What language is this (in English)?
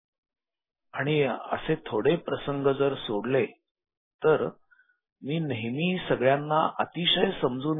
Marathi